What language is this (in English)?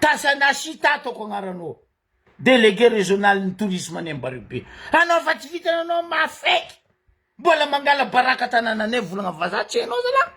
Malagasy